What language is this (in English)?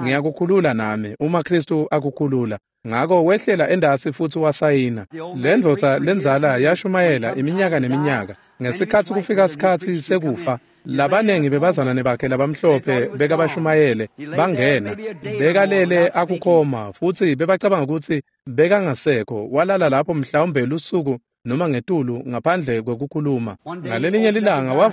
Swati